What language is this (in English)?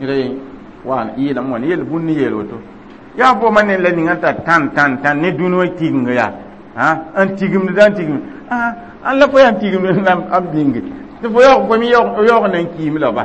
Mossi